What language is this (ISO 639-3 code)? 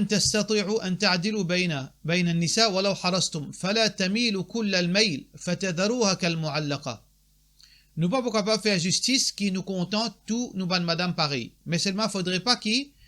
mfe